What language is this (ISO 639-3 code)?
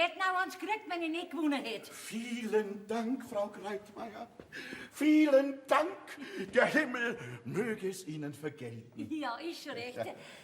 bar